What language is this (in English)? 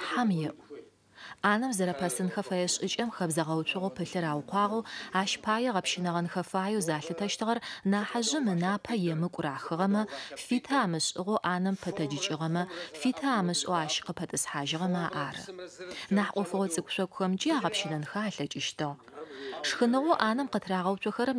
Adyghe